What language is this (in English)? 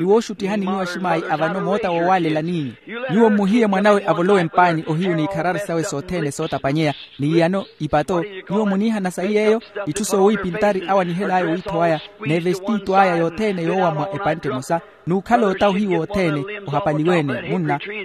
Makhuwa